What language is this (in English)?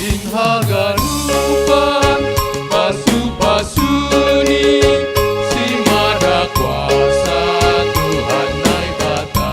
Batak Simalungun